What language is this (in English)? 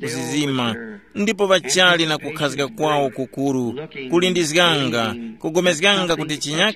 Tumbuka